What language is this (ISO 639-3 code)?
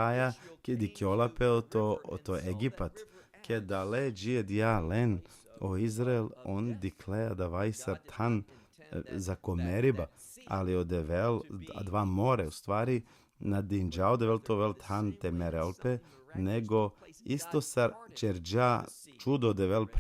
rmn